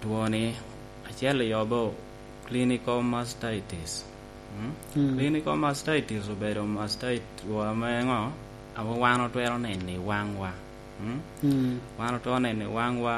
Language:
Lango (Uganda)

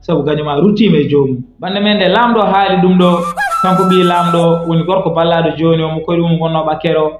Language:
Fula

